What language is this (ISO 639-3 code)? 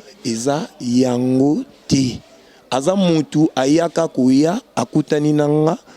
lin